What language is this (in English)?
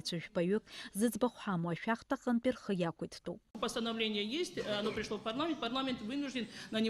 Abkhazian